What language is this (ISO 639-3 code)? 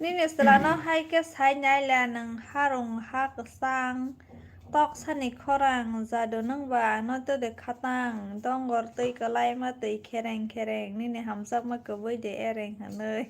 trp